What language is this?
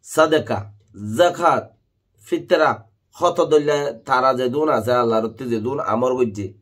Rohingya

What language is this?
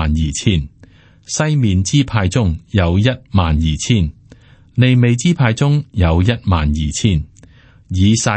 Cantonese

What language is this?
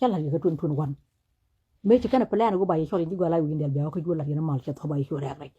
Nuer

